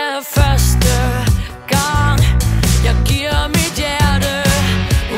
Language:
Danish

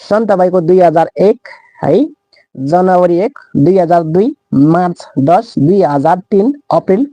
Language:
Nepali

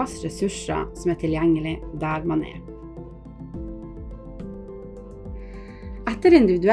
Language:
Norwegian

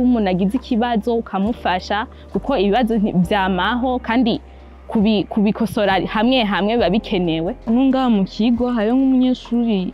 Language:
Rundi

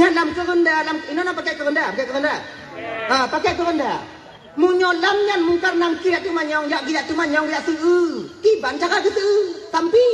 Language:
Achinese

